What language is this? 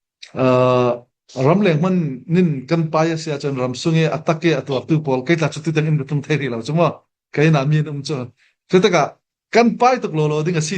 Falam Chin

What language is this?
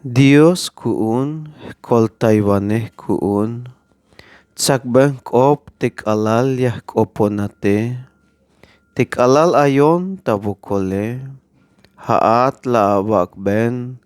Tzeltal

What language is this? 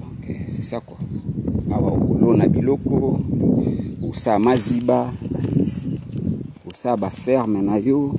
Lingala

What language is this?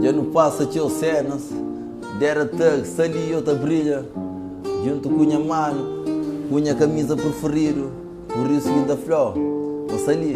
Kabuverdianu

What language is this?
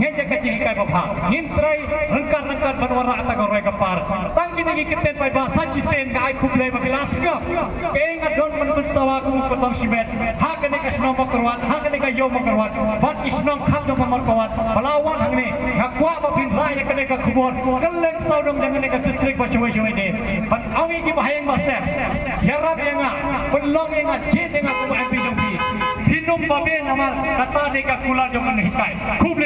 Khasi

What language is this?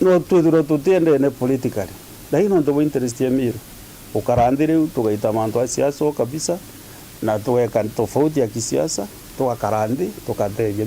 Meru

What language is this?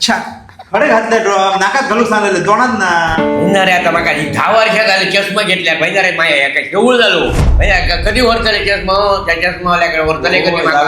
Konkani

